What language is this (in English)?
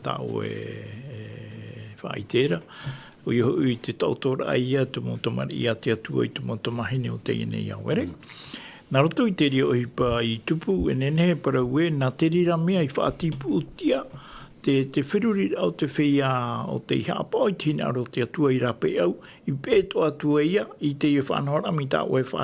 Tahitian